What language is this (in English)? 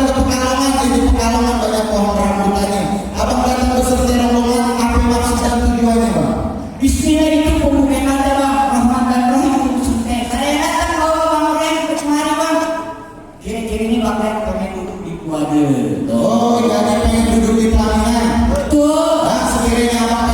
Betawi